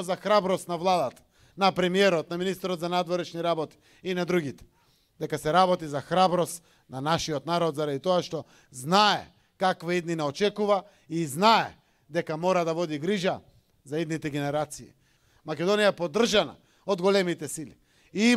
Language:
Macedonian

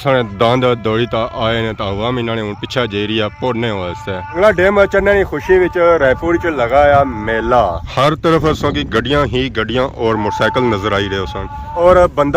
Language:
Pahari-Potwari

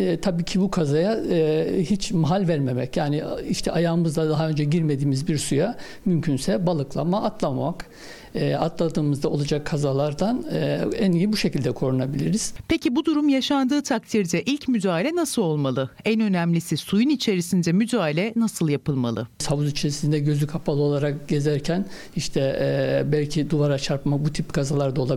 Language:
Turkish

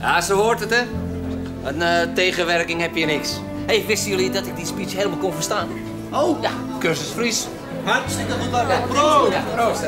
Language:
Western Frisian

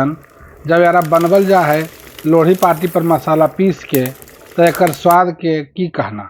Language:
Magahi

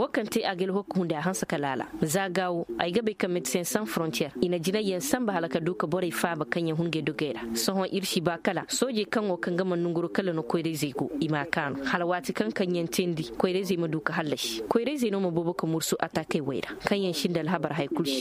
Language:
Koyraboro Senni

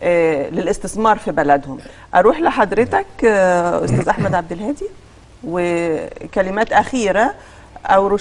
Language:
Egyptian Arabic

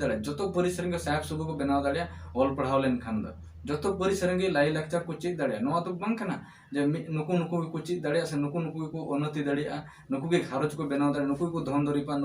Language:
Santali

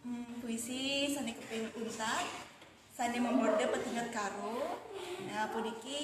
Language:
Balinese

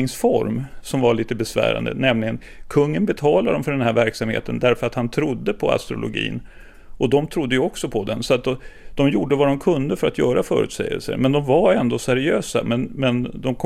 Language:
Swedish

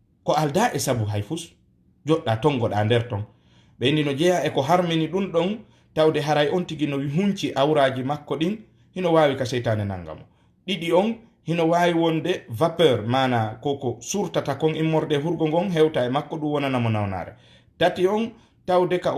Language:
Fula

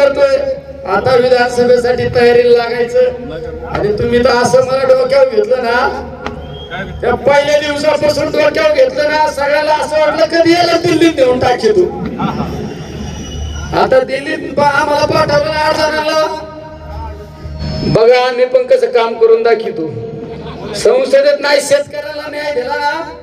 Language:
Marathi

